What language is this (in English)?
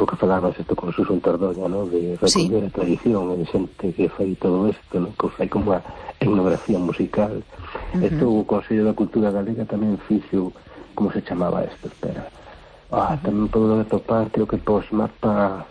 Galician